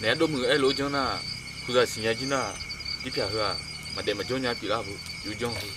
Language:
Akha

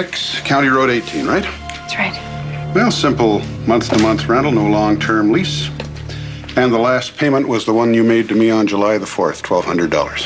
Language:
English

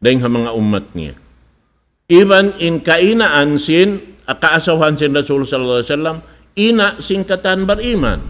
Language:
Tausug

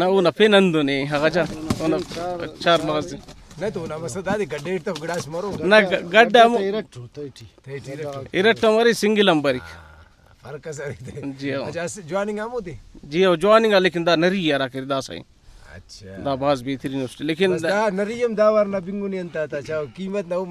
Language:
Brahui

